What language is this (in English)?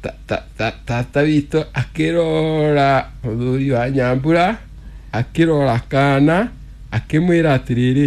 Kikuyu